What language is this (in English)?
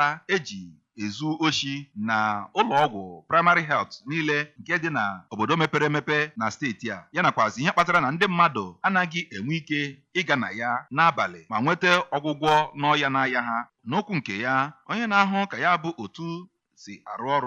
Igbo